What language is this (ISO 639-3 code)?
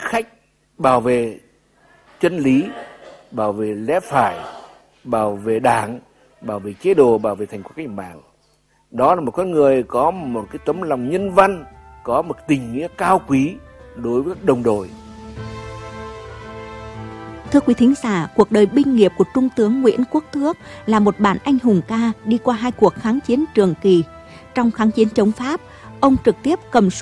vie